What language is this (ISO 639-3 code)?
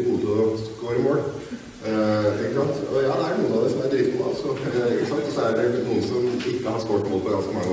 nor